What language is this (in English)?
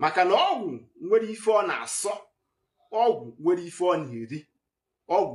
Igbo